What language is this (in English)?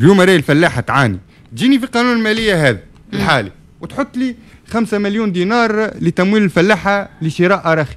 Tunisian Arabic